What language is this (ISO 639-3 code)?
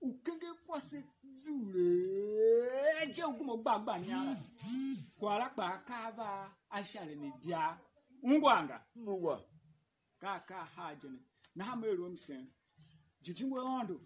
tiv